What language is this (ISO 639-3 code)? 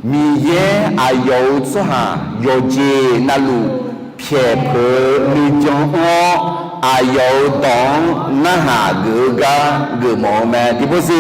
ahk